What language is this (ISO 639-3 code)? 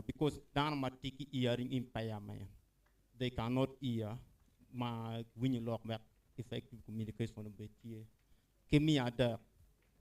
ach